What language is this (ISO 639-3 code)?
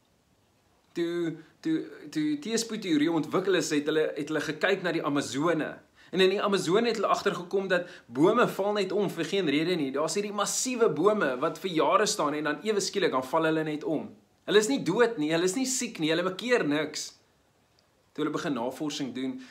afr